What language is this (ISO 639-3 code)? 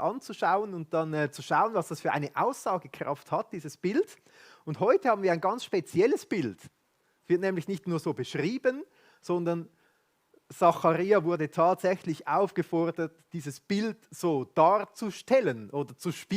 gsw